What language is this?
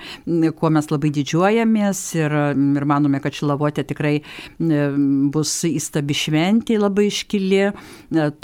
Lithuanian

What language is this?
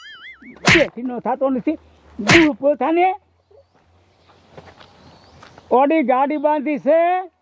Gujarati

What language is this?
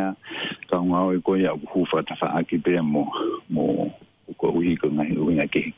Tongan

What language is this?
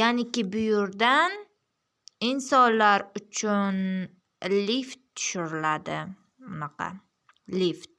Uzbek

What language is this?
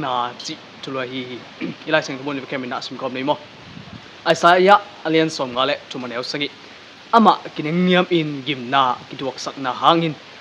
Tedim Chin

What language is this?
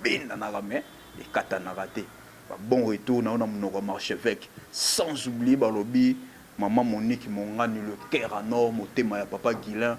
Lingala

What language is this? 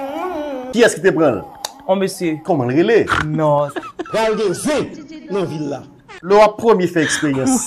Haitian Creole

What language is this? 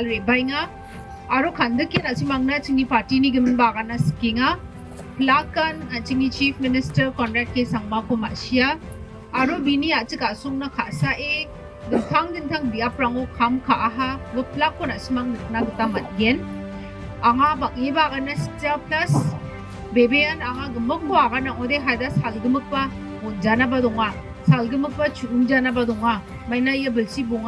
Garo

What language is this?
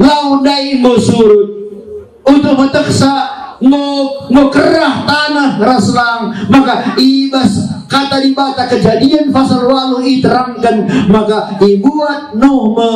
Batak Karo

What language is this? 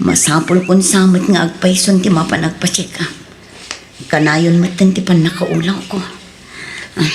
Iloko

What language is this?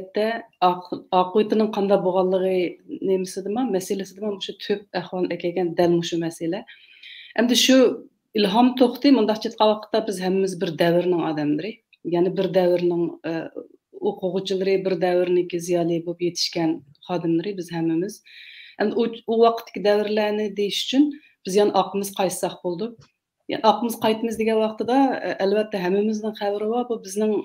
Uyghur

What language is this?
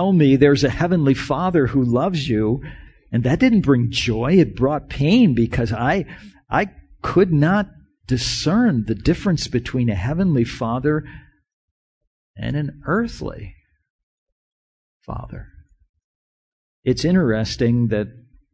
English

